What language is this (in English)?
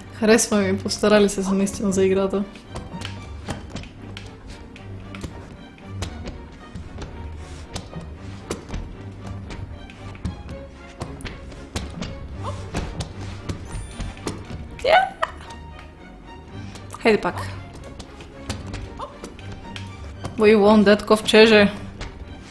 Bulgarian